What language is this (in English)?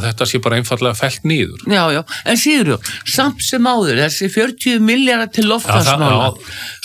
Icelandic